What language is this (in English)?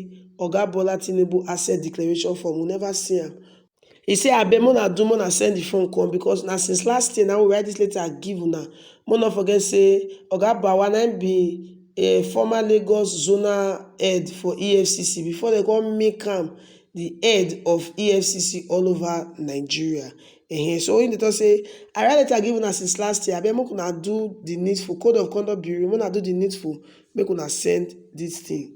Nigerian Pidgin